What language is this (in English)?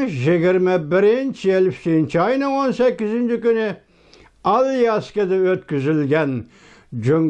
Uyghur